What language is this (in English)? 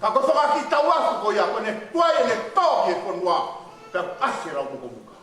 Tongan